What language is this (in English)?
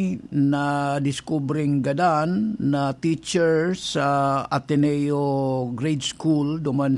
Bikol